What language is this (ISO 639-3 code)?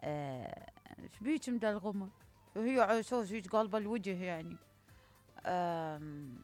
acm